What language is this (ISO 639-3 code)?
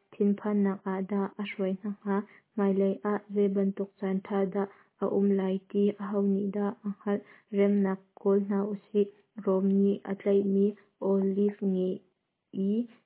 cnh